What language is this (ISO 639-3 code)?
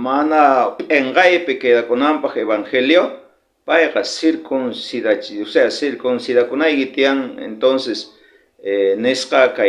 quh